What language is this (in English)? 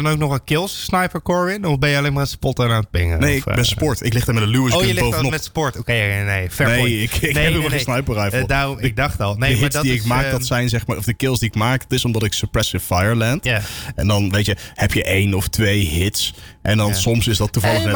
Dutch